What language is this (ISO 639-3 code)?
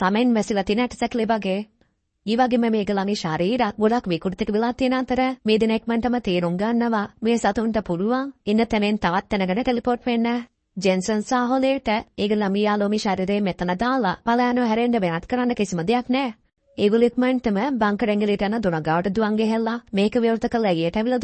sin